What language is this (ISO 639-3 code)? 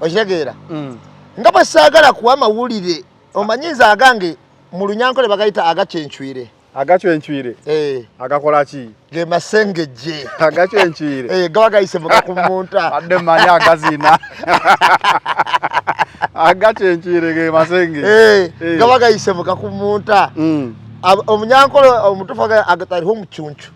lug